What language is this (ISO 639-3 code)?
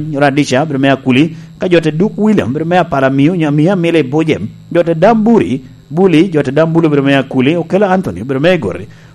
laj